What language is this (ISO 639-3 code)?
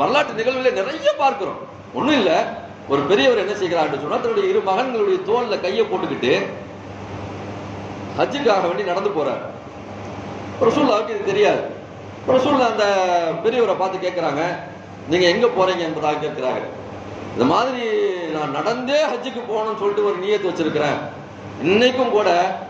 tam